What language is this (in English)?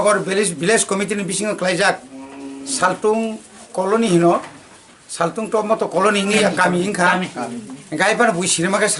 Kok Borok